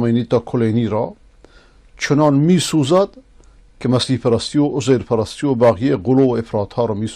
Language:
Persian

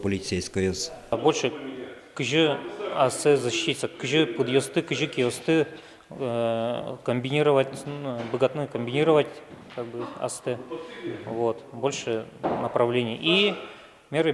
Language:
Udmurt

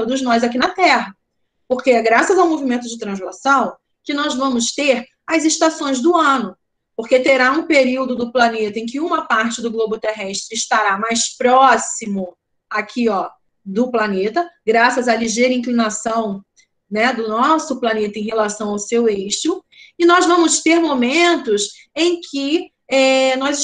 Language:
Portuguese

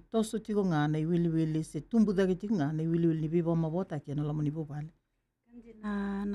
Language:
Fijian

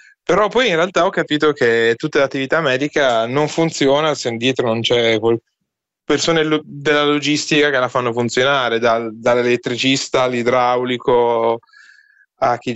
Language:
Italian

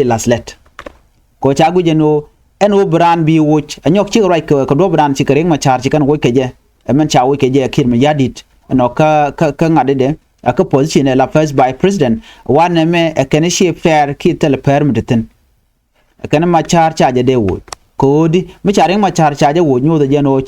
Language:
Nuer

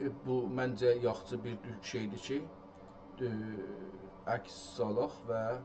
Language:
South Azerbaijani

